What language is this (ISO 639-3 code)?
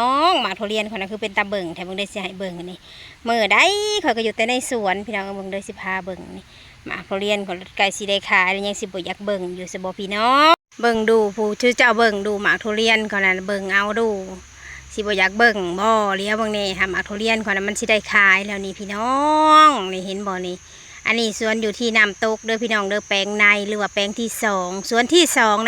lao